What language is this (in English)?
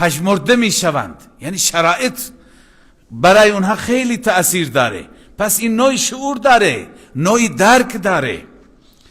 Persian